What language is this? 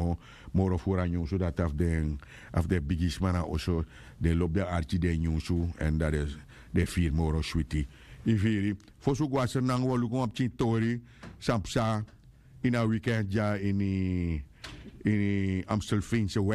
Sranan Tongo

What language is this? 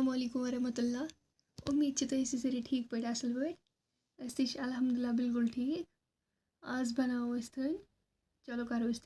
Kashmiri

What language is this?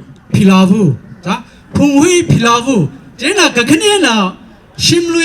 Tangkhul Naga (India)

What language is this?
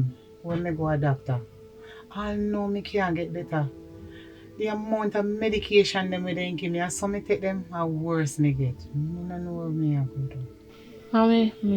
Jamaican Creole English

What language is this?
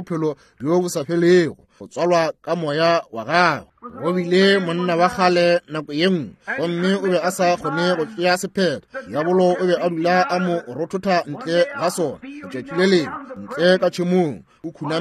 Northern Sotho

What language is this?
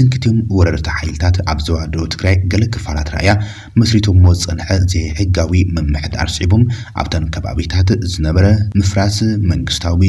Tigrinya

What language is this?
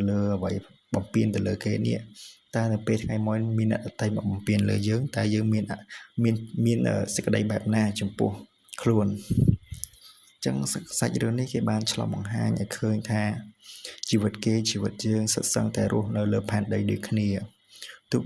Khmer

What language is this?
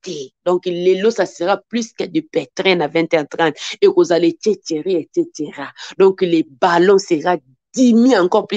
Lingala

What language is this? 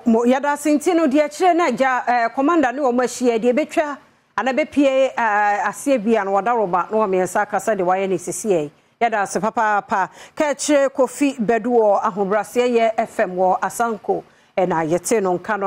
Akan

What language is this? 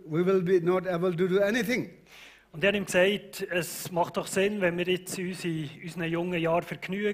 Swiss German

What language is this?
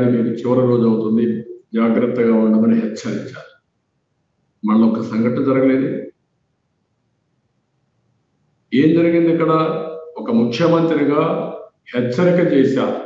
Telugu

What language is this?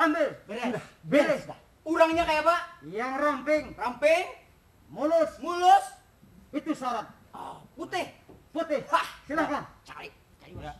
Banjar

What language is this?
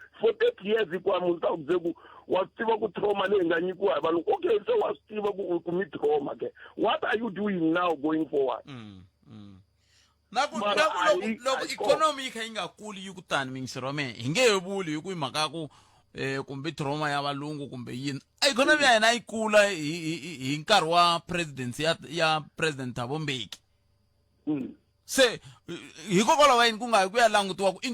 Tsonga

